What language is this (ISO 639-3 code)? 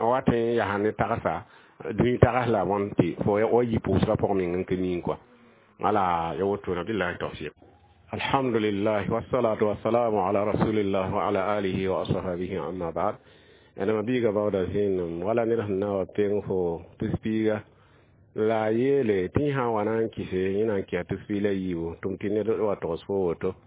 mos